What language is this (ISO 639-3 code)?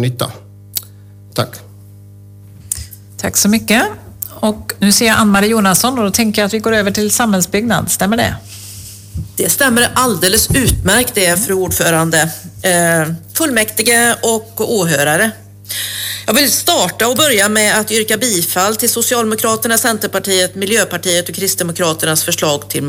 swe